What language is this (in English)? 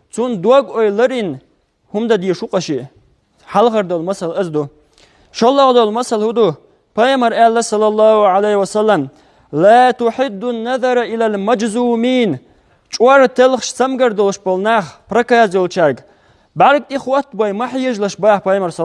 Chechen